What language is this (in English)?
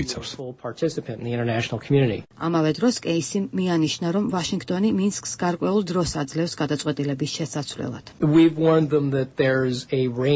Georgian